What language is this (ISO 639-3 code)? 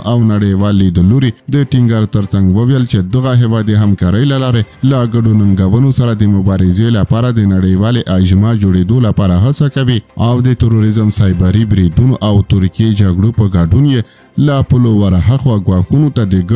pus